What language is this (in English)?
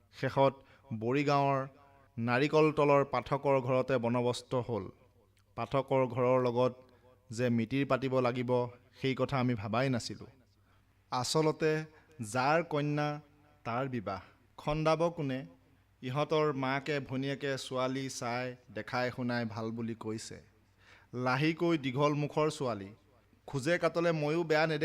Assamese